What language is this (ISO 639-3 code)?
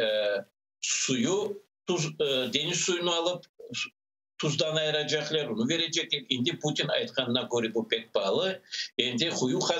crh